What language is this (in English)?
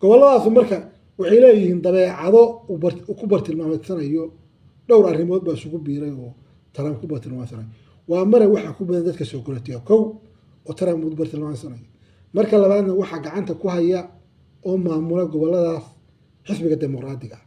Somali